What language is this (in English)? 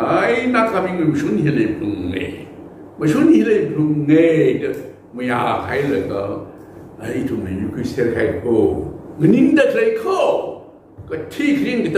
Tangkhul Naga (India)